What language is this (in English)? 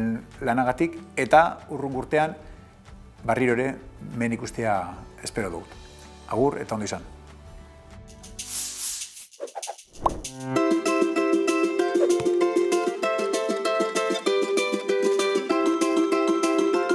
Basque